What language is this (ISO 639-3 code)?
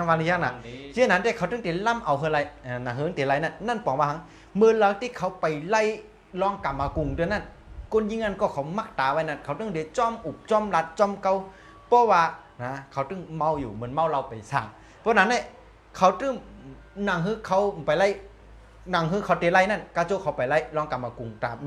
shn